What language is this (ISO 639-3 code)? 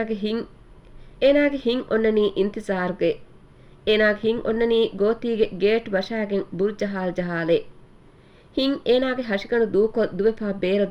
div